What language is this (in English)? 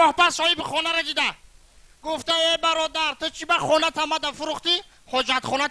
Tajik